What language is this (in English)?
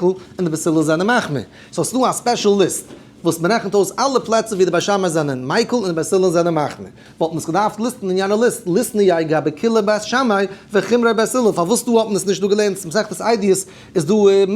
Yiddish